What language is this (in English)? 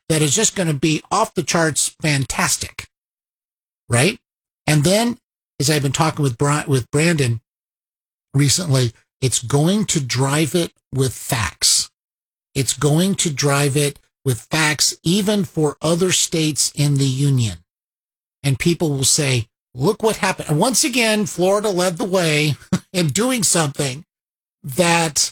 English